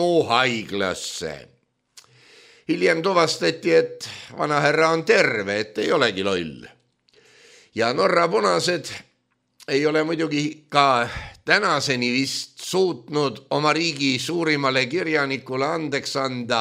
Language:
Estonian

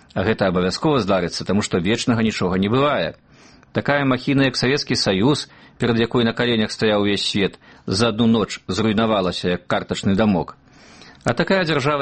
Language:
Belarusian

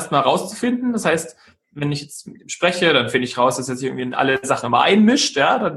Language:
German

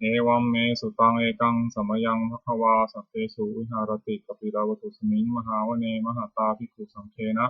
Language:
Pali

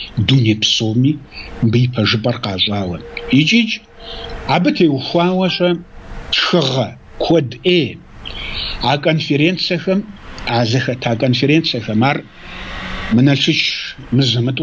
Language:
Kabardian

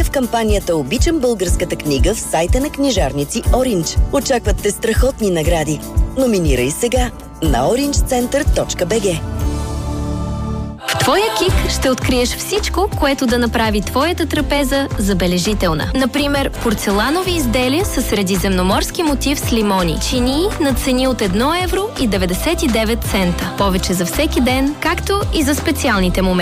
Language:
Bulgarian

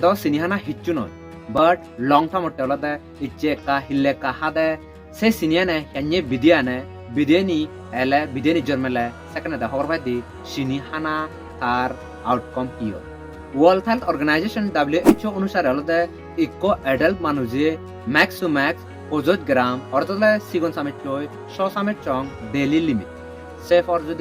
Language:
Chakma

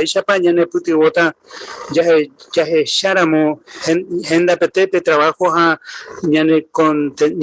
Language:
Guarani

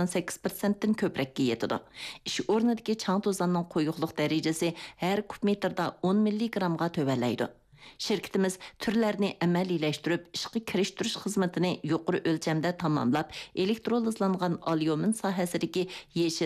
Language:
Uyghur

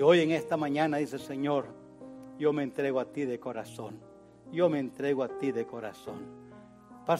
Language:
Spanish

